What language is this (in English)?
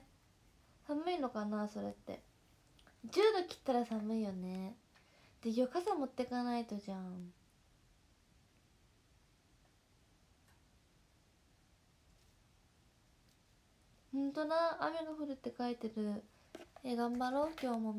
Japanese